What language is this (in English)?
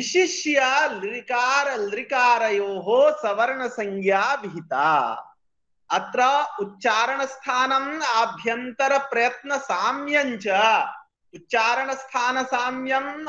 Sanskrit